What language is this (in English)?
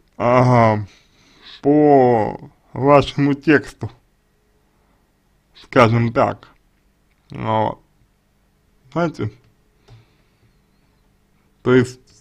Russian